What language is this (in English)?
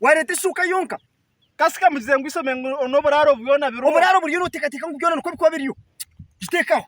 Nyankole